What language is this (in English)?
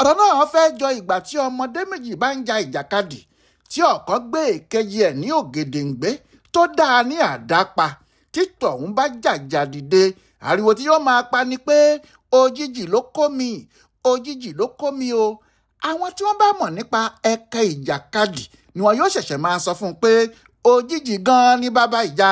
Yoruba